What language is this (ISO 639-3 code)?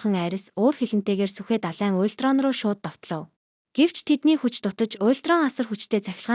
mon